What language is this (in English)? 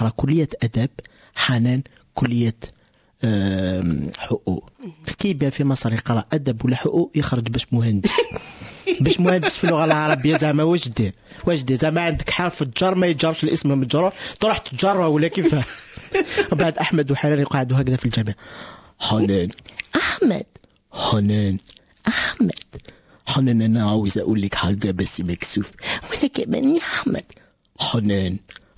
Moroccan Arabic